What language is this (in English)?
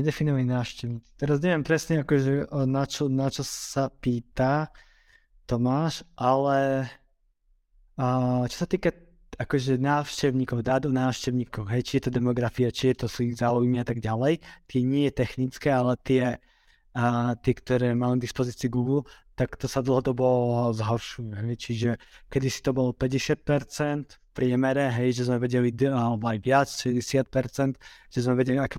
Slovak